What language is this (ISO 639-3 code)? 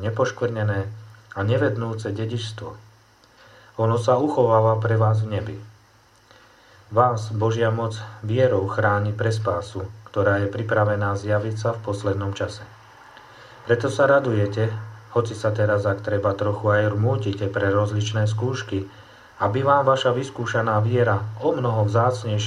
slk